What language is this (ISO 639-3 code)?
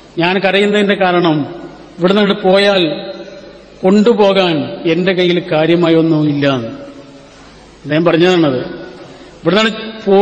mal